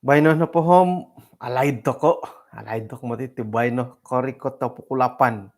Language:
Central Dusun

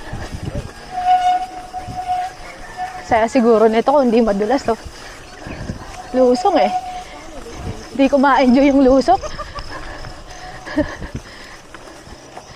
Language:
Filipino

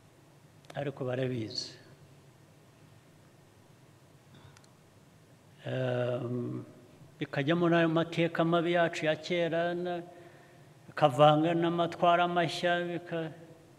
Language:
Kinyarwanda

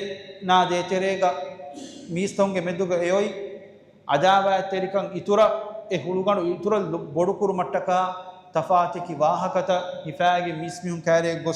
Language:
Divehi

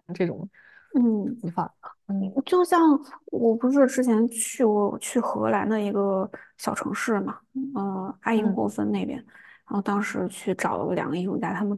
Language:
Chinese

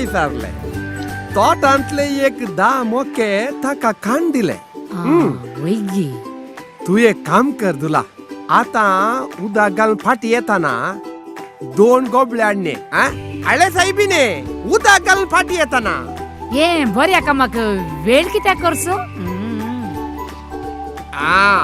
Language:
Konkani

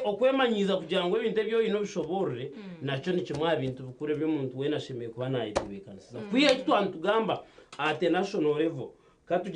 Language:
Nyankole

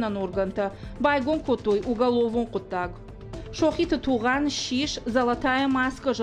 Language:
Ossetic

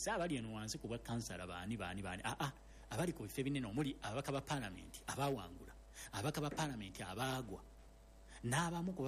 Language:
Ganda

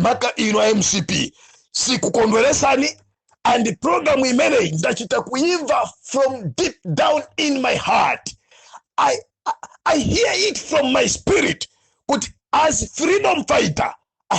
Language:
Nyanja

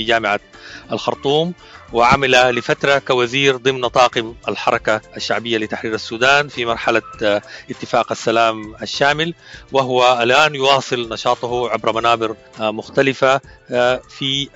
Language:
Sudanese Arabic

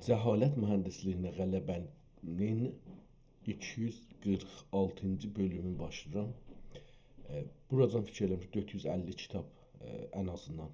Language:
South Azerbaijani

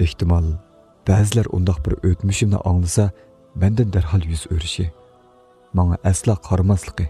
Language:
Uyghur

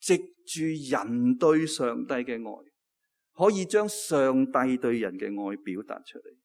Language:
Cantonese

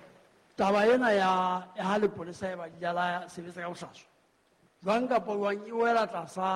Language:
Southern Sotho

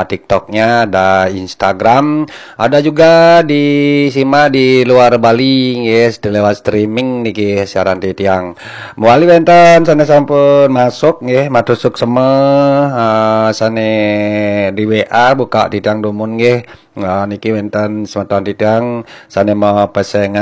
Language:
Balinese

